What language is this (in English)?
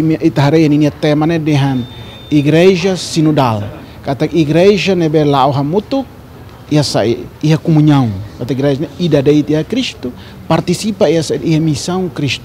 Tetum